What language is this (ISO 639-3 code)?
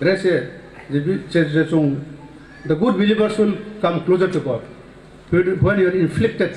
ria